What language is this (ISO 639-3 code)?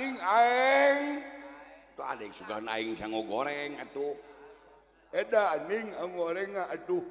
sun